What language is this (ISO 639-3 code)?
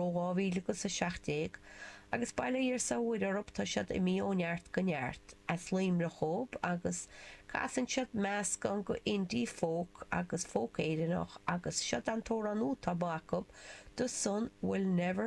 gle